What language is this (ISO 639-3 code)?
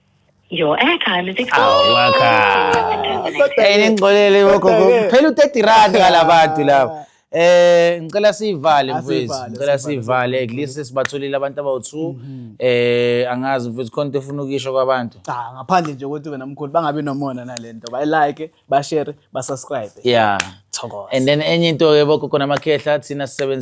zul